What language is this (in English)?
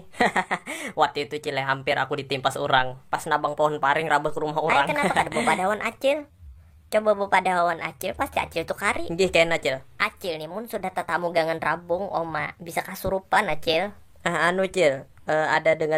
Banjar